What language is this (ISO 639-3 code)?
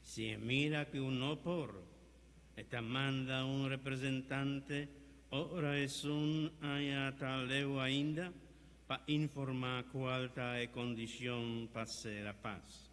pap